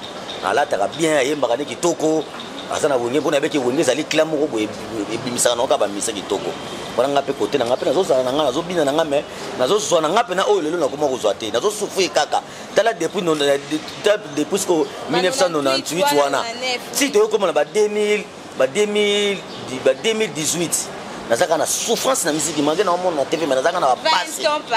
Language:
Lingala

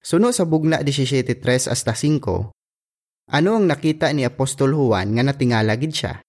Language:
Hiligaynon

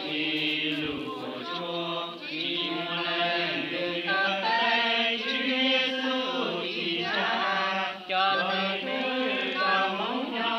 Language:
Hmong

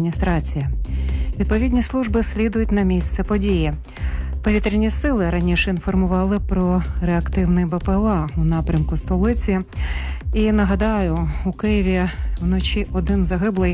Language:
Ukrainian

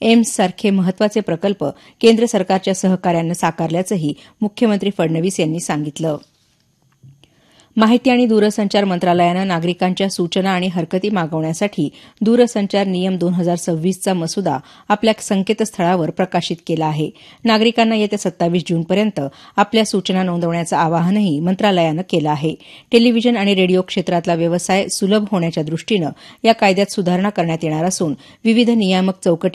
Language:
Marathi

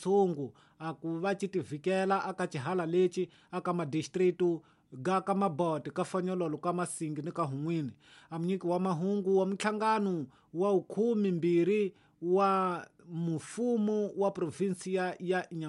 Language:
Tsonga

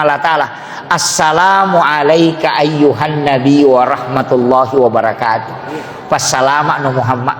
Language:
Buginese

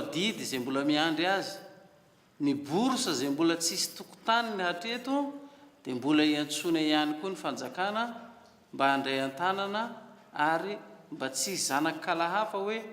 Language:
Malagasy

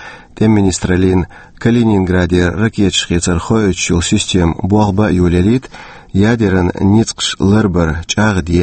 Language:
Chechen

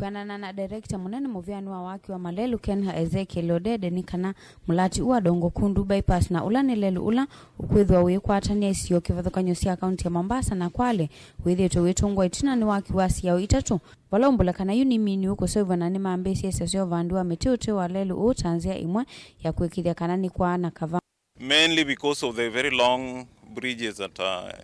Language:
Kamba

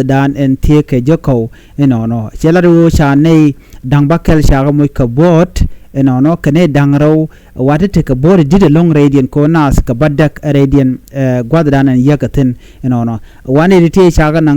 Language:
Nuer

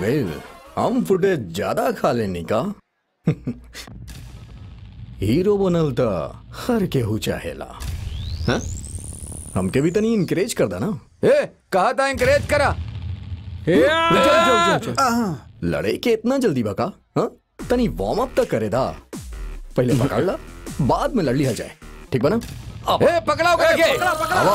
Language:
Bhojpuri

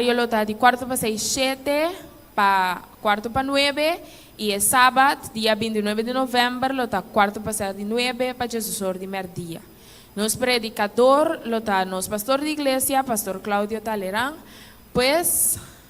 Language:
Papiamento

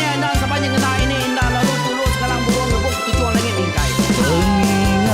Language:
Iban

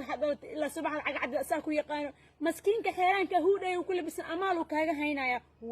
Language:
Somali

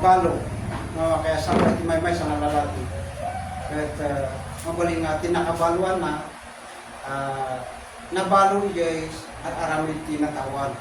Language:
Iloko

